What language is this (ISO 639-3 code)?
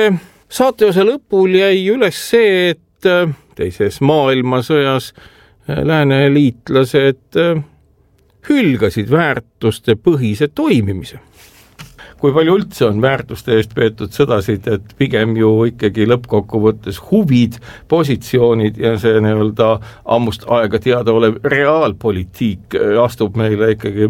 est